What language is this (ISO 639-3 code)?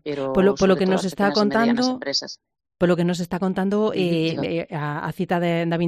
glg